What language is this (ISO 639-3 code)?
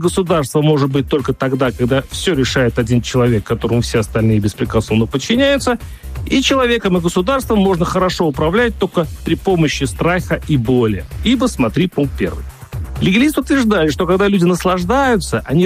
rus